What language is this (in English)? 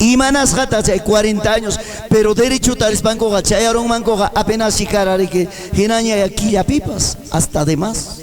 Ayacucho Quechua